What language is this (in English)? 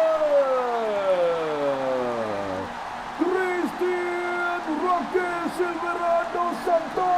Khmer